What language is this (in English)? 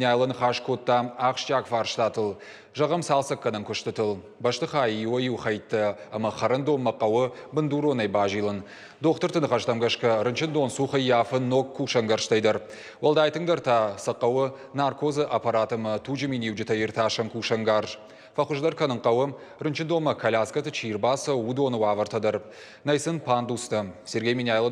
Ossetic